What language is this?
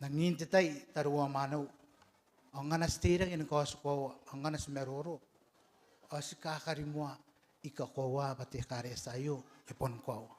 Gilbertese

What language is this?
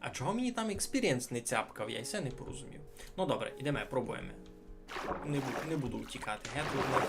Rusyn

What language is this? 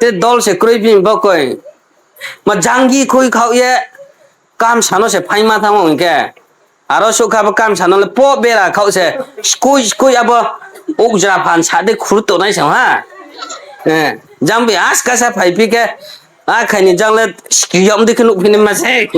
Riang (India)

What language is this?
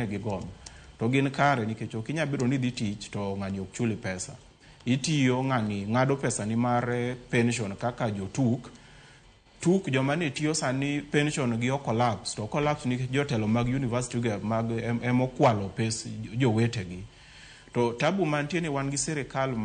Luo (Kenya and Tanzania)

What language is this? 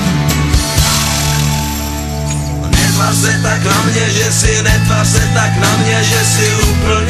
Czech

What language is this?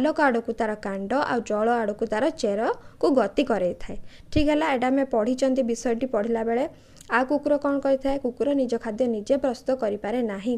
Odia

